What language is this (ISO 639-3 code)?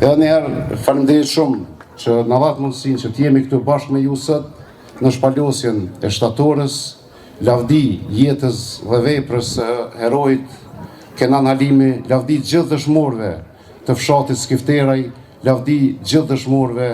sqi